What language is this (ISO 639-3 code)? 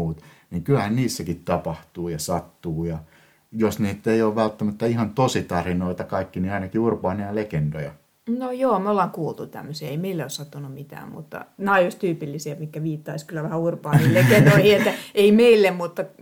fin